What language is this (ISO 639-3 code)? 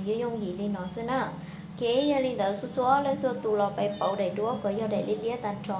hmn